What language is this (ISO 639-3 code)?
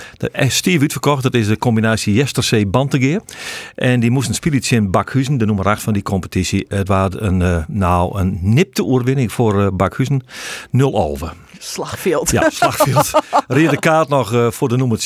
fry